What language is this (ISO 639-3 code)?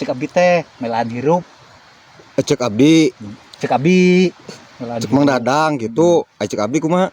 sun